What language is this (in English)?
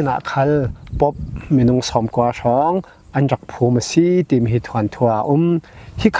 Falam Chin